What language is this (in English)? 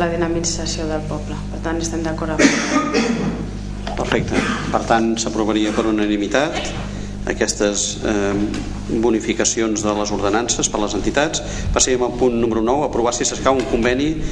Catalan